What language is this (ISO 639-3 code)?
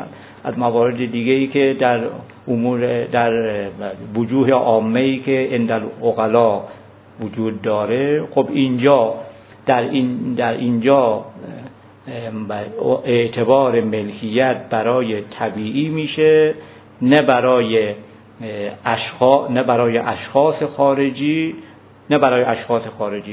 fas